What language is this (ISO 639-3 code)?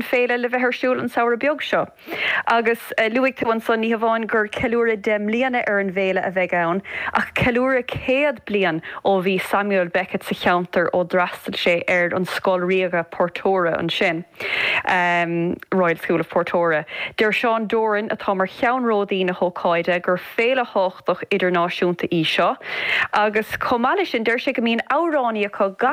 gle